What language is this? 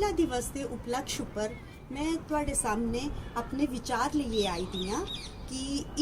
Dogri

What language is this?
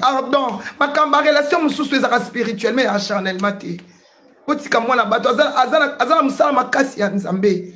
Lingala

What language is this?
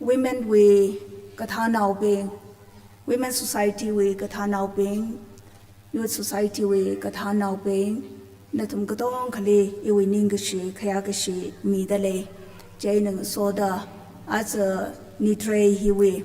Tangkhul Naga (India)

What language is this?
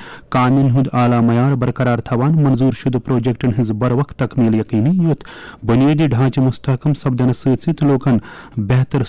Kashmiri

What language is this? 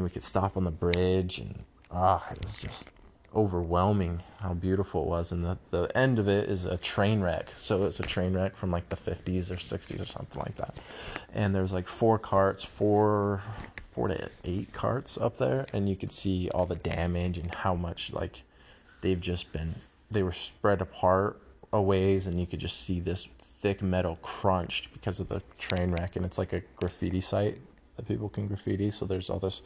English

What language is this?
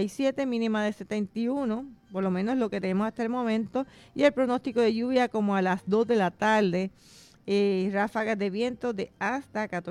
Spanish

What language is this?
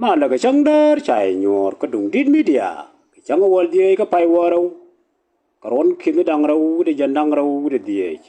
Nuer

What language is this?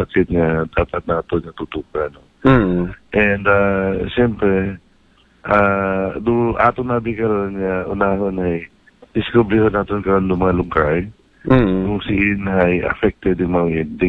Aklanon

